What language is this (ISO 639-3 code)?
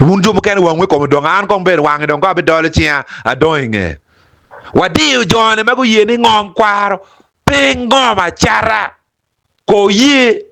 ach